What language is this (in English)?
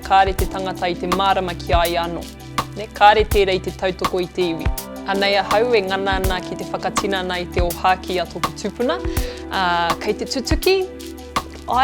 Māori